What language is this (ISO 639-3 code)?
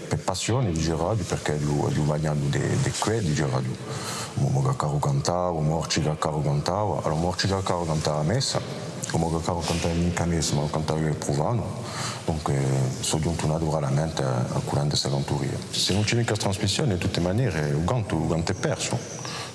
cos